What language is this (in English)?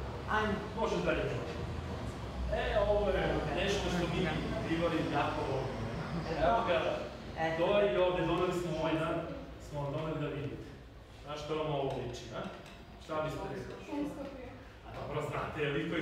Serbian